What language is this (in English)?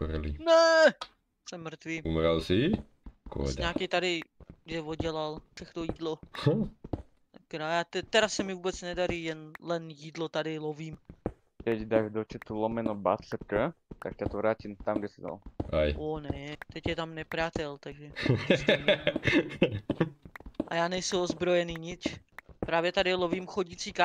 Czech